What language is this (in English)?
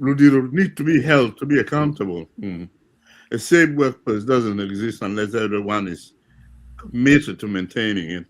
Acoli